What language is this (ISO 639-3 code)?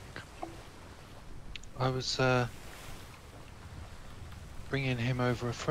eng